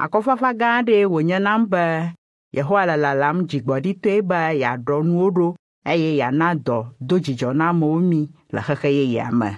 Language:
Ewe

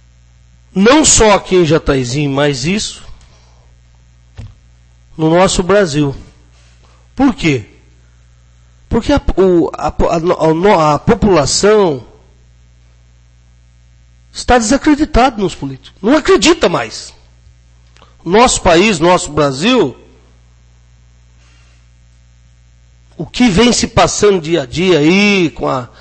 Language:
Portuguese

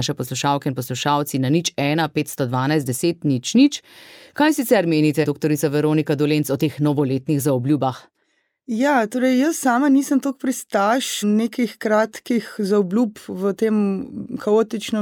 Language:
Slovenian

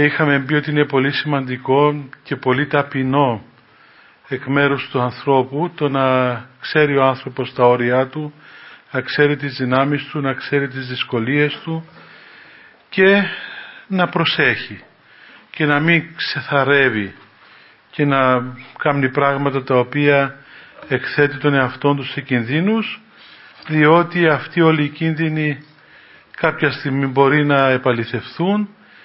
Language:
Greek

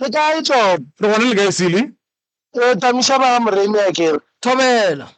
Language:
Northern Sotho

